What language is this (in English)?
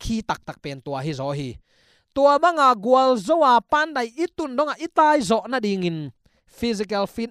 Tedim Chin